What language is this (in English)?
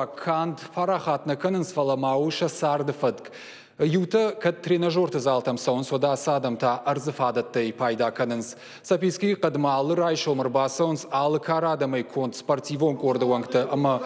Ossetic